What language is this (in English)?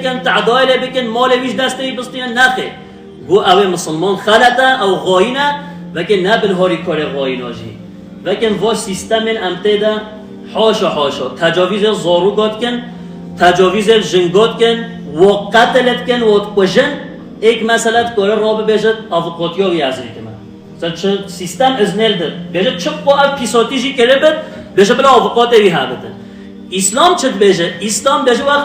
Kurdish